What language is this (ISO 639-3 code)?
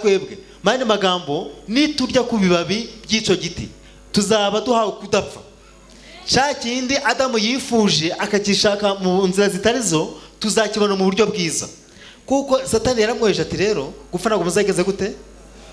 kin